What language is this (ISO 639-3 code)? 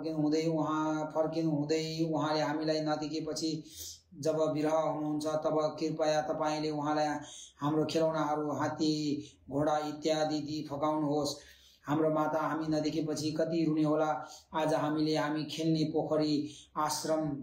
nep